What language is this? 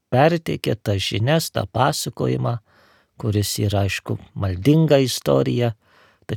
Lithuanian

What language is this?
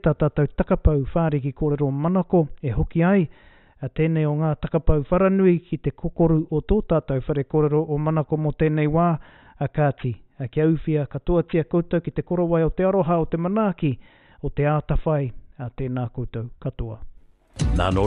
Māori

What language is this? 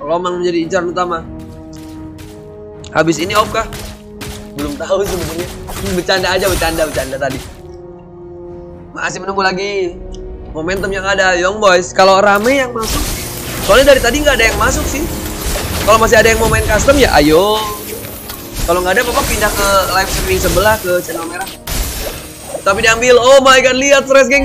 Indonesian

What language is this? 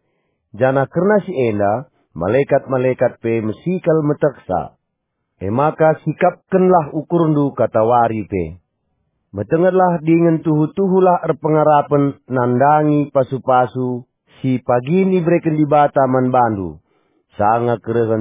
Batak Karo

